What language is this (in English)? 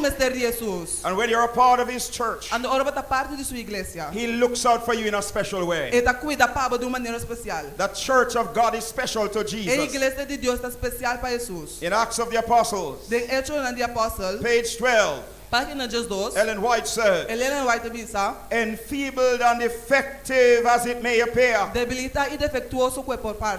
Papiamento